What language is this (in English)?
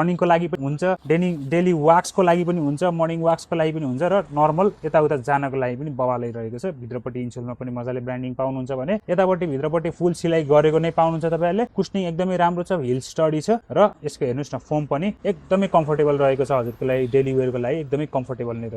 Nepali